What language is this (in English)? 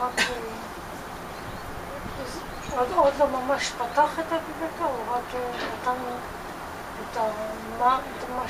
Hebrew